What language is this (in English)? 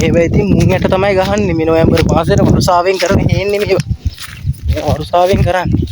Sinhala